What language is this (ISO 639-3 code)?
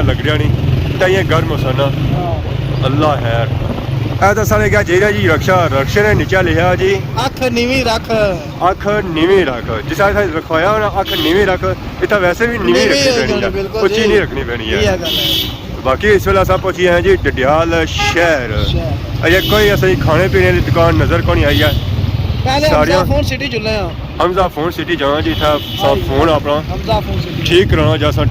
phr